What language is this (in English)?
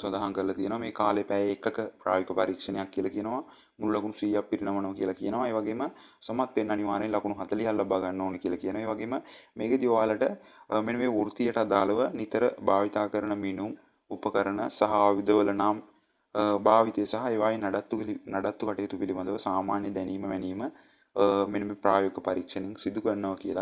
Sinhala